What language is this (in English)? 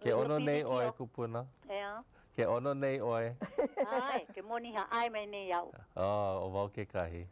Hawaiian